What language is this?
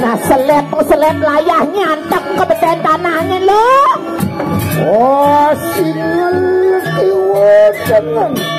Balinese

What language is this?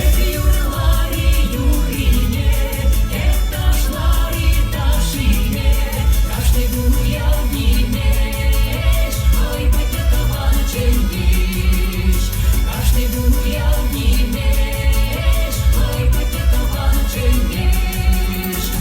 Chuvash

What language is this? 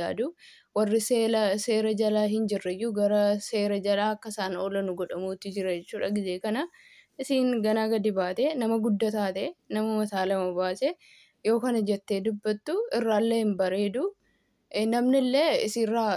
Oromo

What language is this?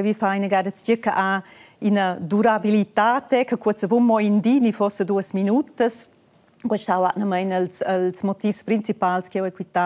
Romansh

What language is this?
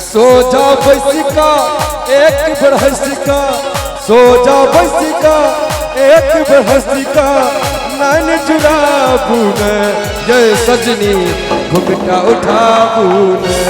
Maithili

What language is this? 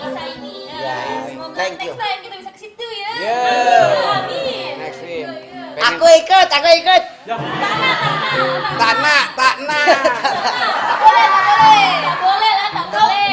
Betawi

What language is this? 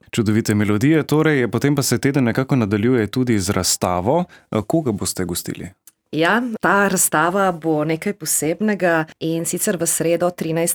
Slovenian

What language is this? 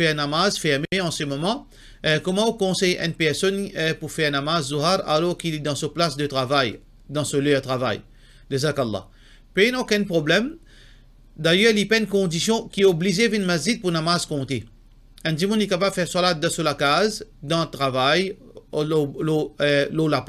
Morisyen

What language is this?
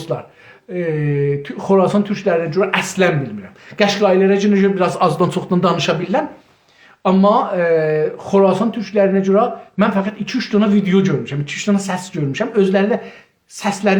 South Azerbaijani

